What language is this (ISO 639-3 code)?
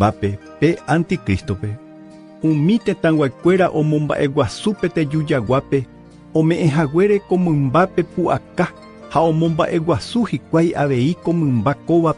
grn